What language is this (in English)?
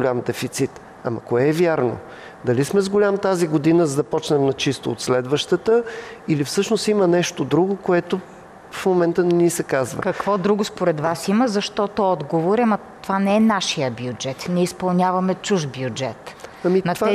Bulgarian